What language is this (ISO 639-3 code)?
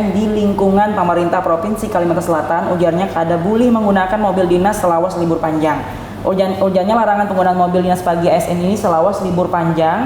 bjn